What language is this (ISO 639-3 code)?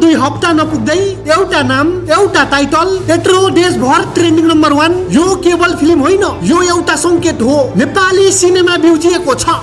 nep